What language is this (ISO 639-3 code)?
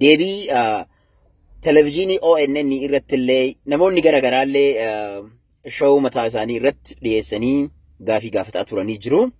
orm